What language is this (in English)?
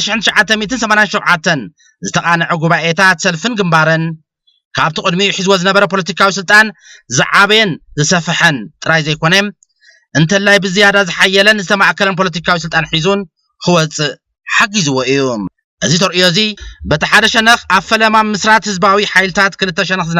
Tigrinya